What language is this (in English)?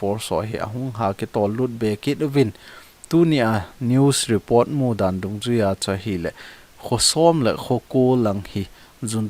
Thado Chin